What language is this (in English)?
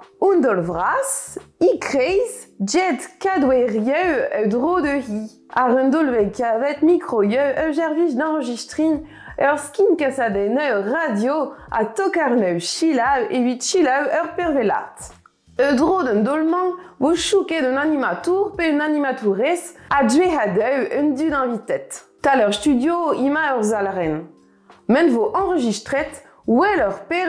Breton